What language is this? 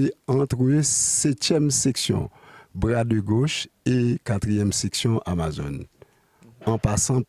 Haitian Creole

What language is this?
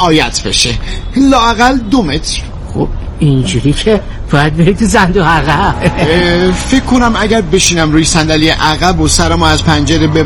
Persian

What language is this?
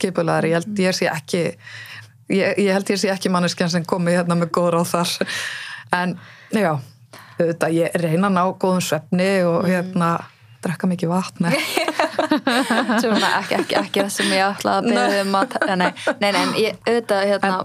Icelandic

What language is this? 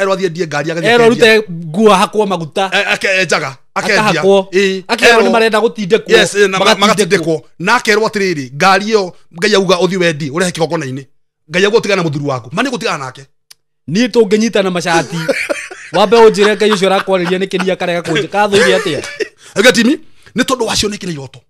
Kikuyu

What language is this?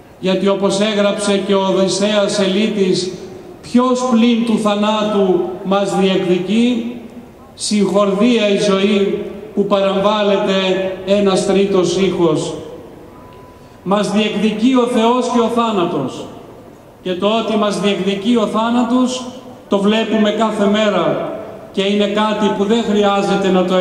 Greek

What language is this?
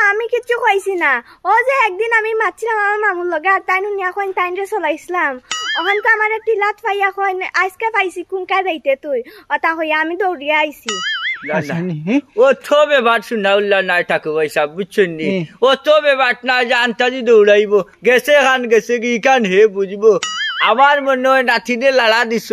Sylheti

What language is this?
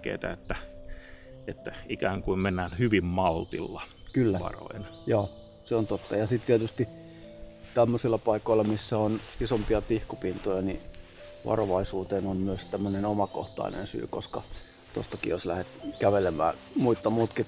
Finnish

